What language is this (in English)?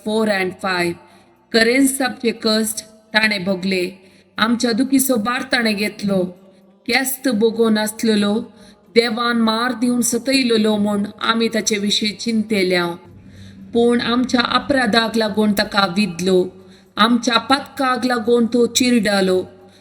Konkani